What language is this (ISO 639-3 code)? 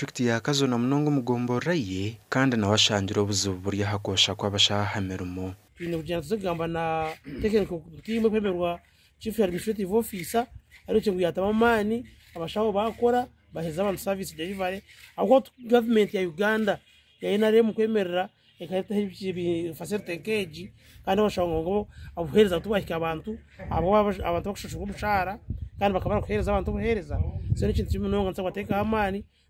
nyn